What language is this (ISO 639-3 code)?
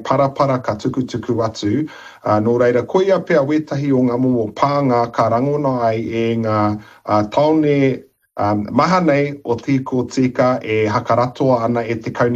mri